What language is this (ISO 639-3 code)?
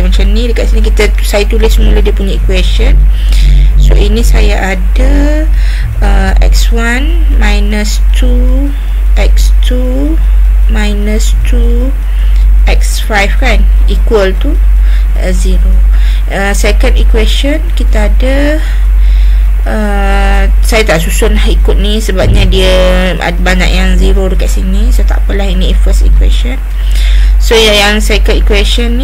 msa